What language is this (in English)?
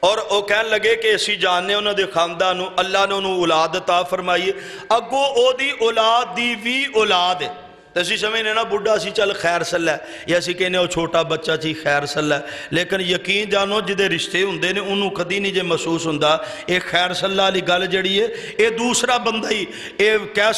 Western Panjabi